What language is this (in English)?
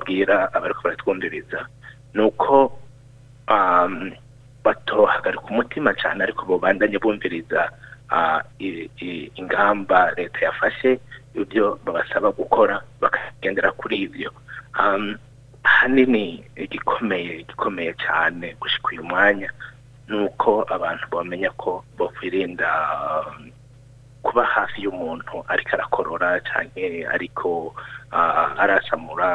Rundi